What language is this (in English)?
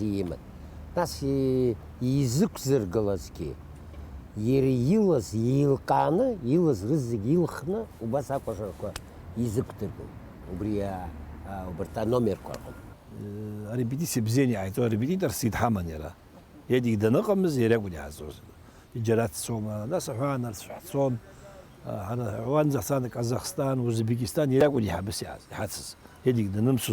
Abkhazian